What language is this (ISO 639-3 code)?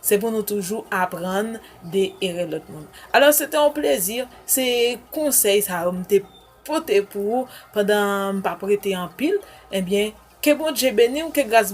hat